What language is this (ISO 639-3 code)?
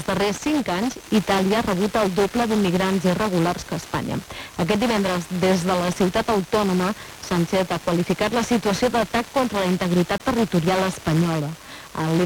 cat